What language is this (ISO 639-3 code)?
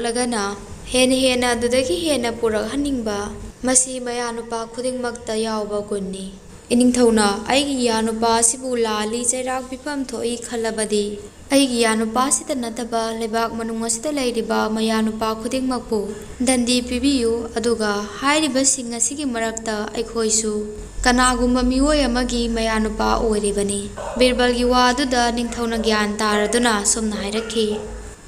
mni